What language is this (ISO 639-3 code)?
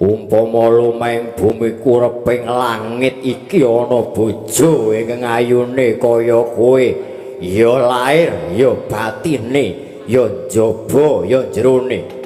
jav